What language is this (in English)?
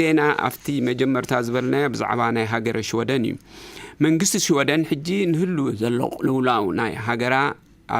Tigrinya